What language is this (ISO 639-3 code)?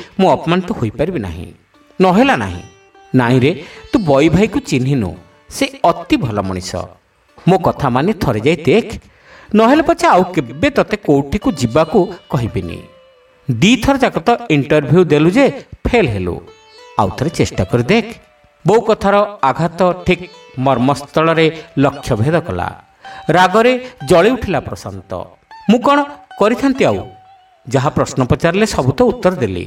ori